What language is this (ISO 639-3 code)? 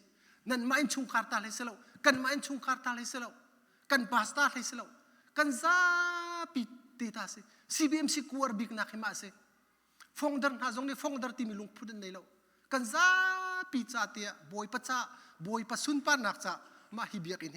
cnh